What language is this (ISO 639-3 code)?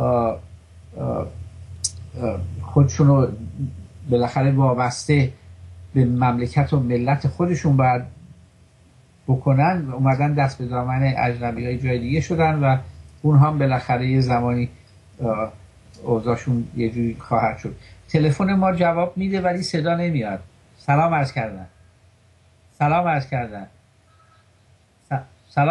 fas